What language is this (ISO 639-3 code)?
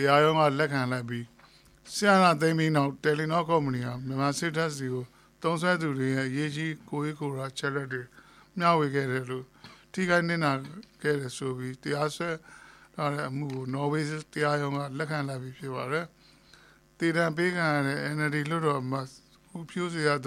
mya